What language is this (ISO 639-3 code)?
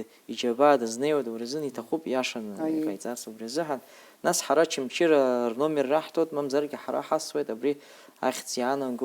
abk